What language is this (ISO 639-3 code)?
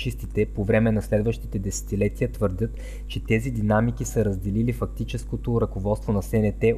bul